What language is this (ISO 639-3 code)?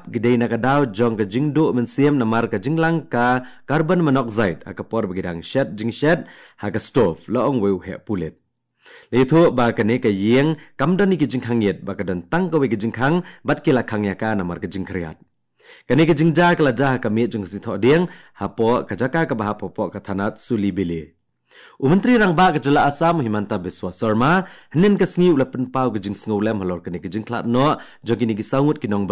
kha